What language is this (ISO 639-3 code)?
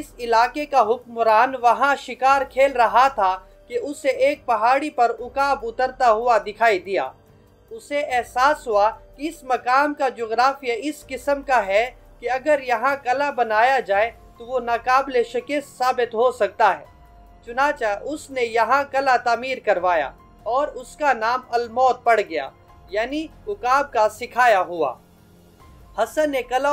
urd